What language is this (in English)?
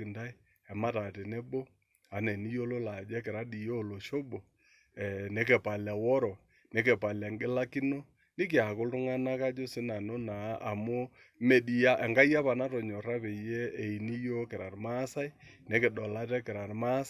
Masai